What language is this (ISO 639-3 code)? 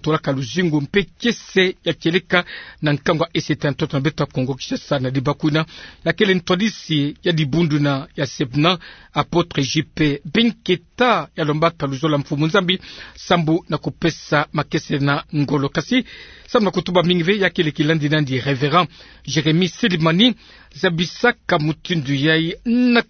ktu